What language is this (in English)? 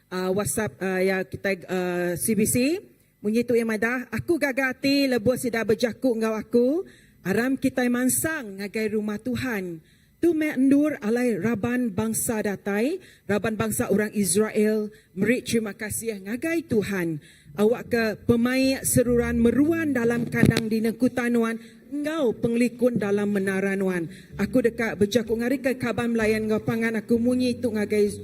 Iban